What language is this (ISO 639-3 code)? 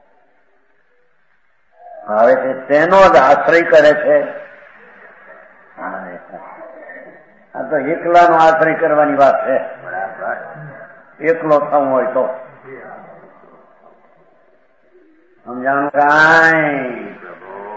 guj